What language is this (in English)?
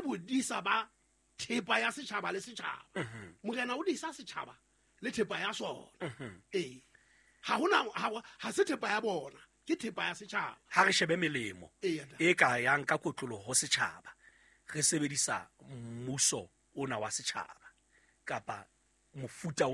Southern Sotho